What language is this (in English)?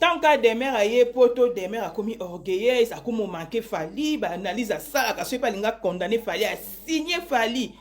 Lingala